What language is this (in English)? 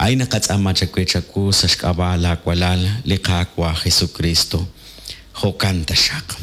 Kekchí